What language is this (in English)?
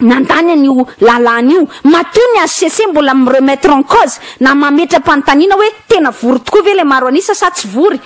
Malagasy